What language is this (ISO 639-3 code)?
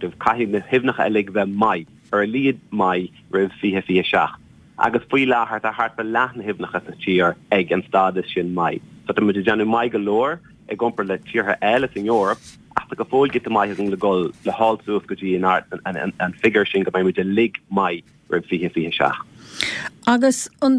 gle